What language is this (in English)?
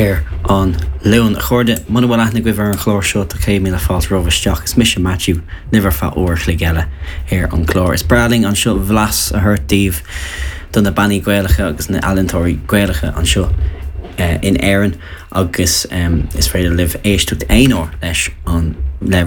Irish